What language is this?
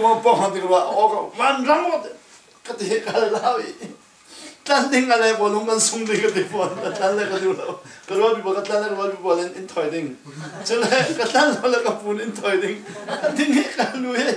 Falam Chin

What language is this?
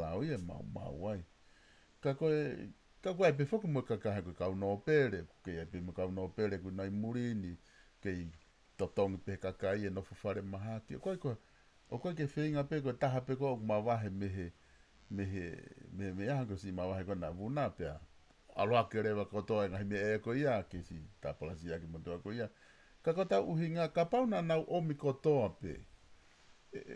Tongan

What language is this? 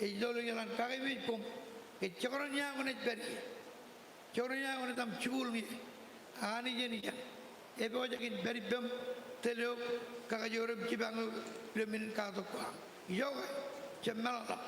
Marshallese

